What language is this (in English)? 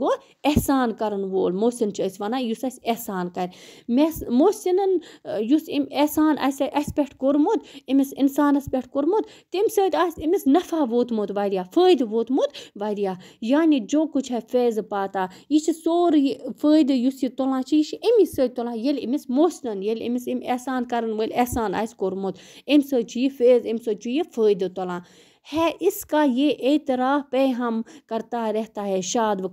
Kashmiri